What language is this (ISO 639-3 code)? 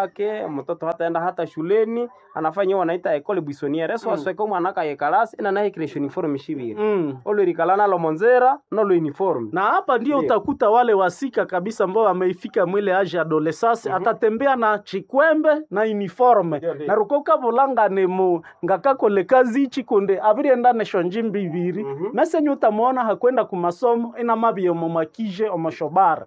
swa